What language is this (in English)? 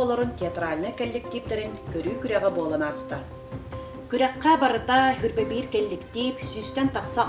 Yakut